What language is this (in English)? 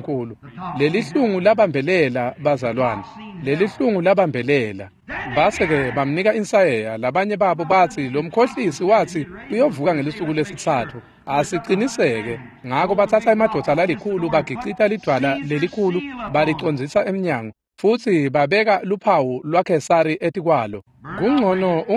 Swati